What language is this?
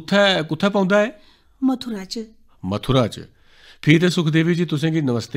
Dogri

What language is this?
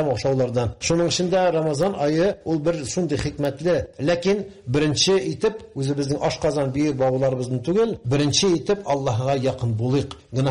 Tatar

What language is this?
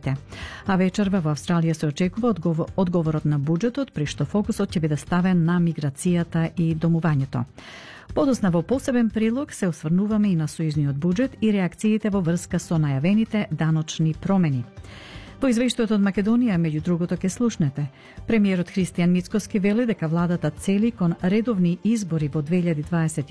Macedonian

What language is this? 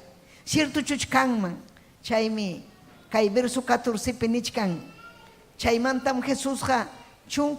Ayacucho Quechua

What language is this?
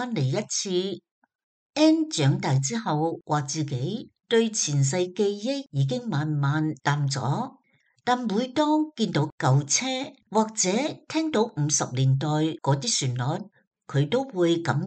Cantonese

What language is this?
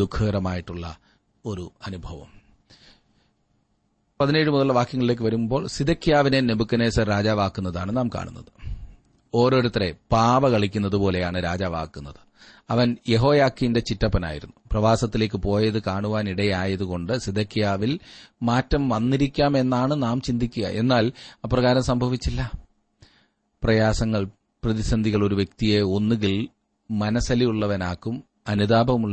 Malayalam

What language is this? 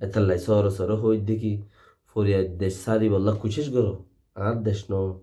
Rohingya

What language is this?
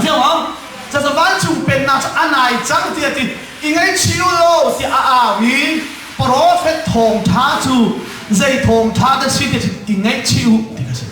Hakha Chin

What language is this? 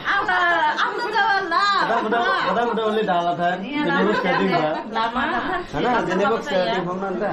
Dimasa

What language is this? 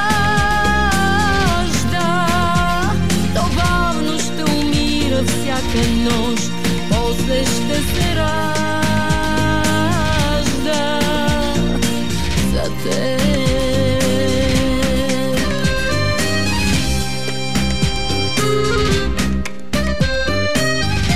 Bulgarian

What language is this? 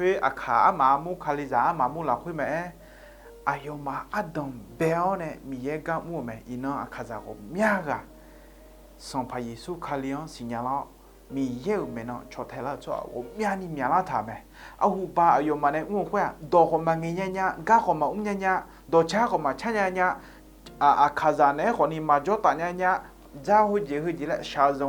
Akha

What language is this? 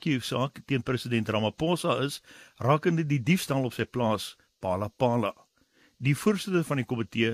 Afrikaans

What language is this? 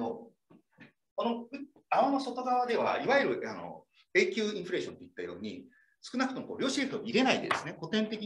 Japanese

